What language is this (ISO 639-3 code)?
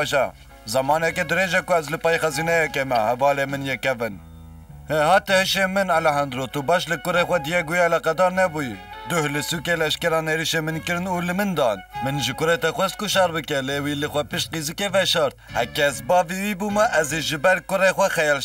kur